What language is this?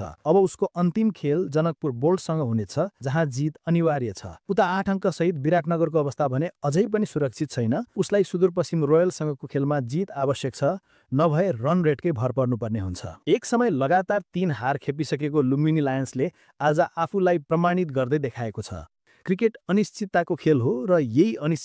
Nepali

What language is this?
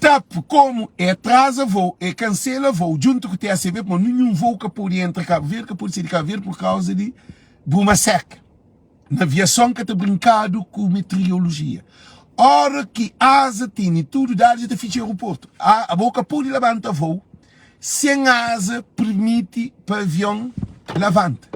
Kabuverdianu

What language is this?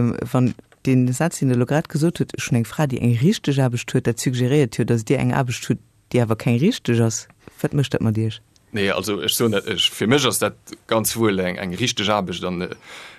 Luxembourgish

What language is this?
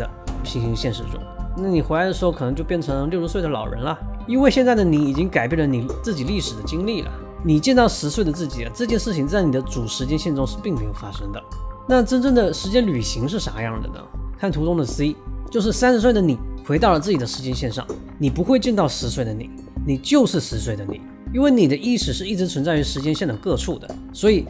Chinese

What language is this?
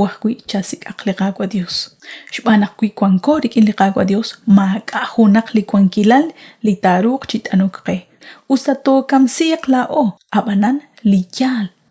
Kekchí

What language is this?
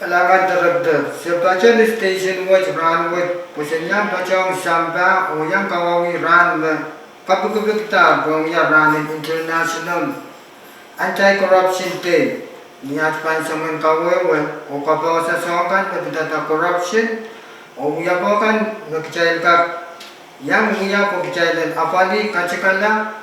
Pohnpeian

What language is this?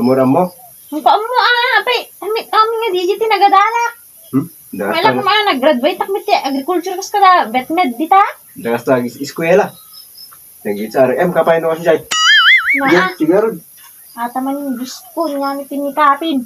Iloko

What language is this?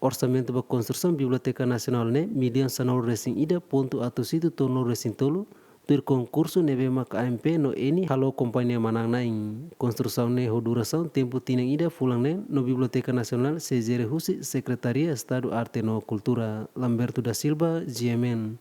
Tetum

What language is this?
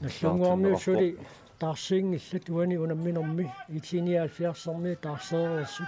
Kalaallisut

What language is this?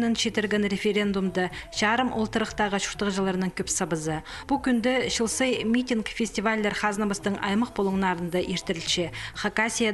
Khakas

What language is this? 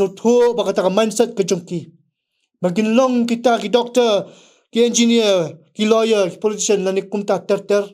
Khasi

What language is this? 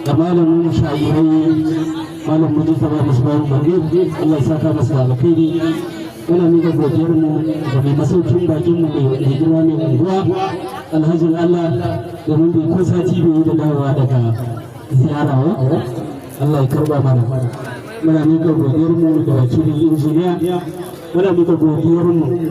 Hausa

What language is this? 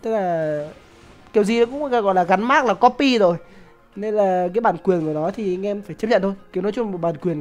Vietnamese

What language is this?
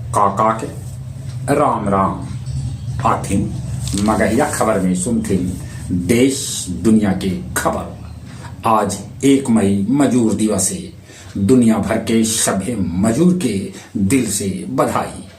Magahi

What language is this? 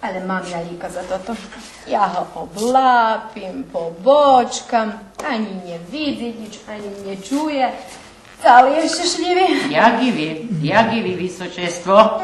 Rusyn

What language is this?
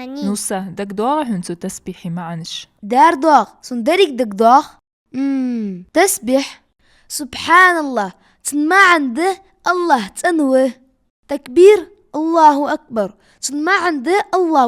Ingush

